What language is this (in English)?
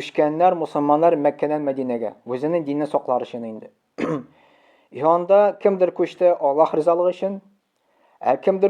Tatar